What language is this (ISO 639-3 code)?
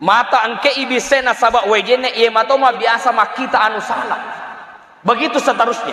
bug